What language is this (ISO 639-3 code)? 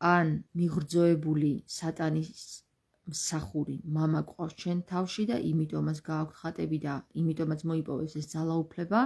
kat